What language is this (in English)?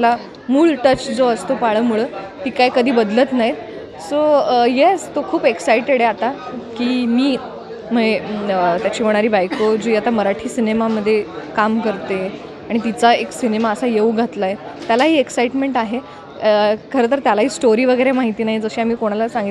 Marathi